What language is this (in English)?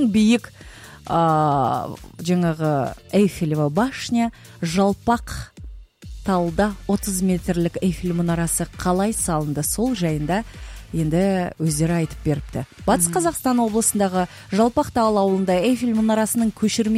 Kazakh